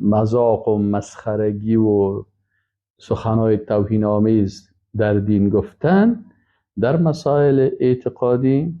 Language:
Persian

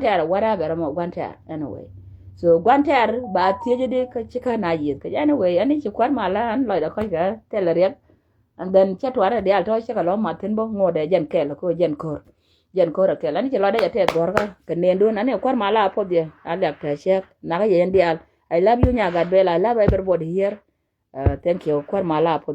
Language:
Nuer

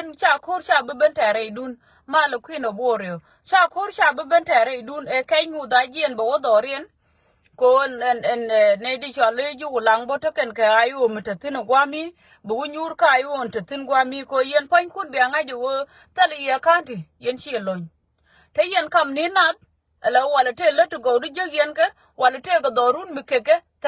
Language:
Nuer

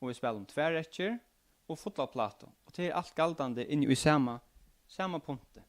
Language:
Faroese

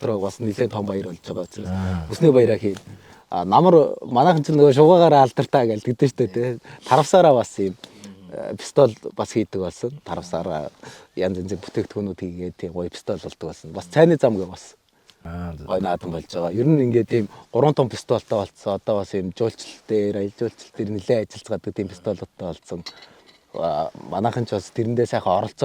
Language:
Mongolian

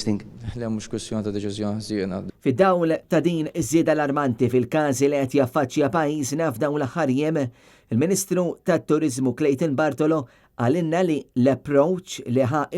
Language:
Maltese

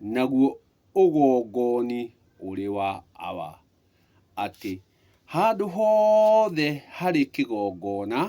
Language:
Kikuyu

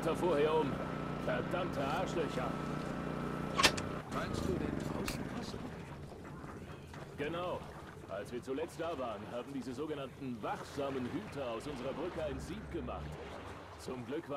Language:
German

